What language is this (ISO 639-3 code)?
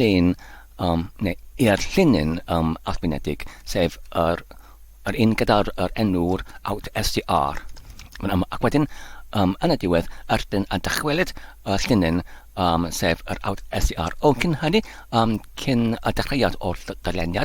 cym